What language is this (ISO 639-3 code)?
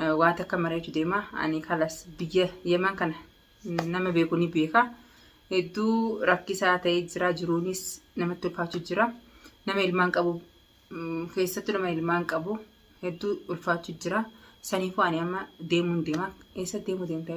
orm